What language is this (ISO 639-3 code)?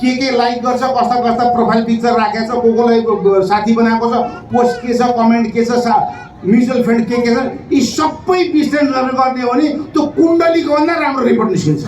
nep